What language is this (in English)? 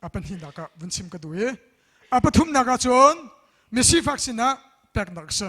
Hakha Chin